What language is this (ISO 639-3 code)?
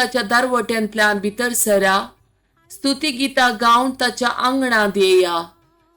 kok